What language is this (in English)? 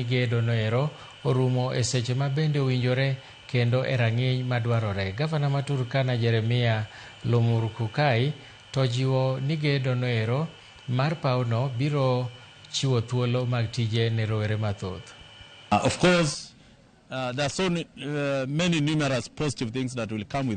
Luo (Kenya and Tanzania)